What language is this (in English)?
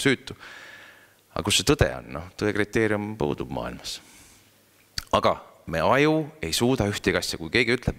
Estonian